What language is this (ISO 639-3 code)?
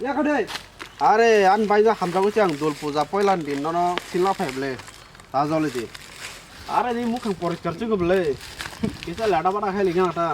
trp